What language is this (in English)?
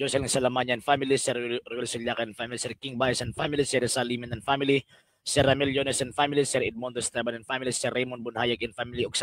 Cebuano